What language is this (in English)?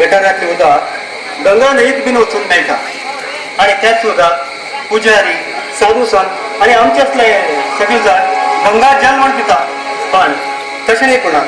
Konkani